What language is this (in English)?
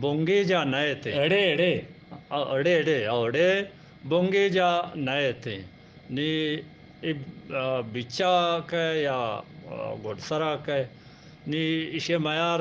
Eastern Balochi